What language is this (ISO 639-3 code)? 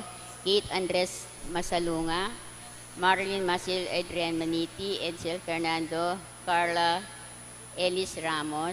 pam